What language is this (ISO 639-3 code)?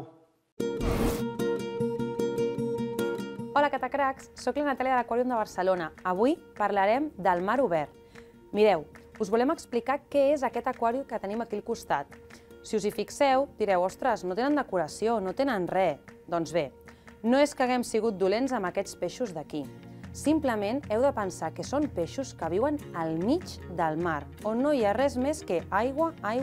cat